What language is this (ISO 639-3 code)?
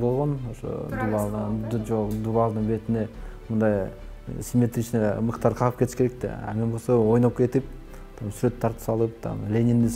kir